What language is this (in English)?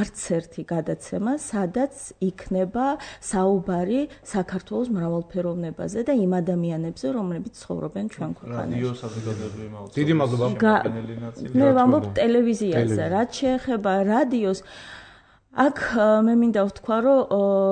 Georgian